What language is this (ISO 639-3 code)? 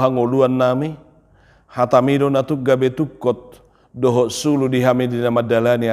bbc